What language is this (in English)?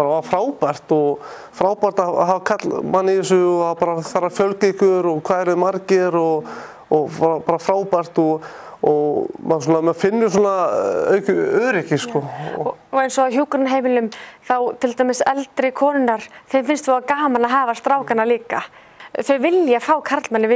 Icelandic